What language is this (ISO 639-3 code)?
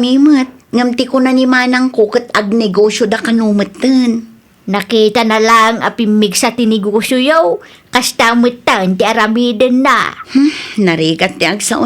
ilo